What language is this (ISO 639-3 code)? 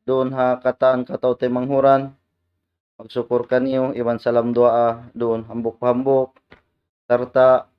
tsg